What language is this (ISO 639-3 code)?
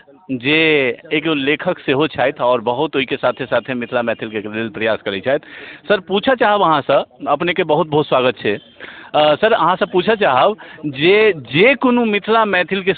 mai